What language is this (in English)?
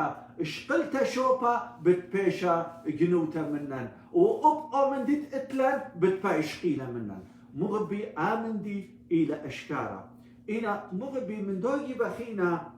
Assyrian Neo-Aramaic